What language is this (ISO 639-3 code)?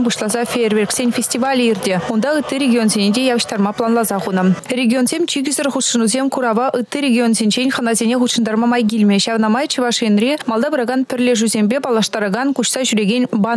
chv